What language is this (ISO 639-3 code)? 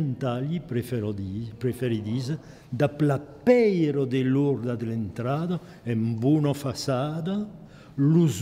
oci